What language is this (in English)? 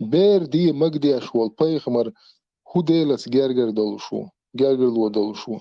Chechen